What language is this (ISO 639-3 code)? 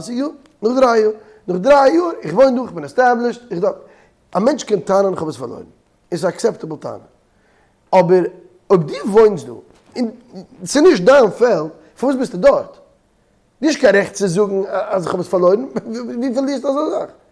yid